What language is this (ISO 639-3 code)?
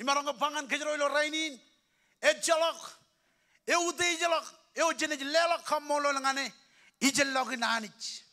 mah